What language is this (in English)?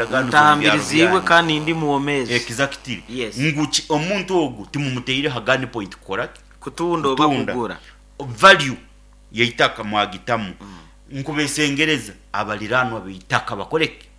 Nyoro